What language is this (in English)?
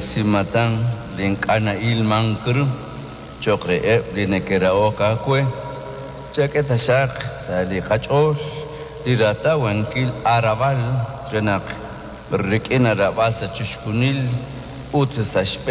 Kekchí